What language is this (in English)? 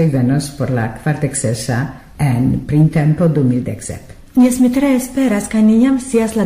Esperanto